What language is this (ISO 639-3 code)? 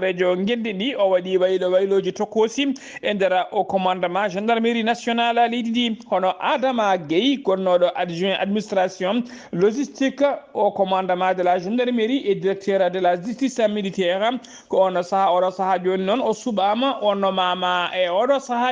ful